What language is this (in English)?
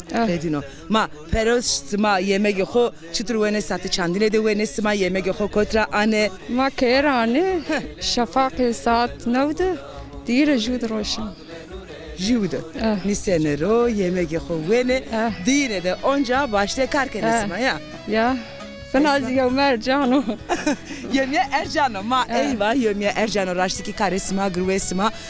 Zaza